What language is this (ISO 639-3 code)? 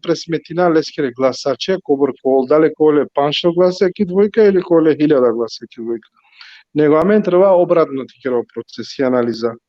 rmn